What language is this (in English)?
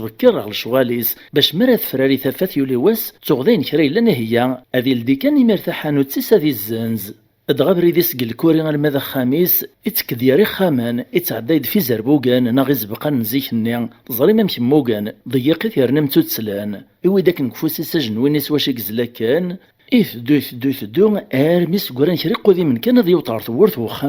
Kabyle